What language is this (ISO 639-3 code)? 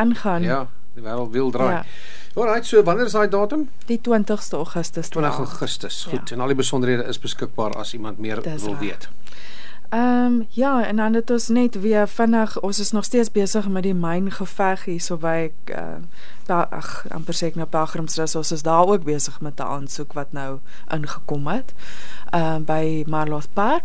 afr